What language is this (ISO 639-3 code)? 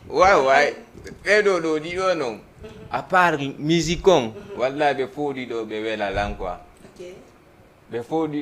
ful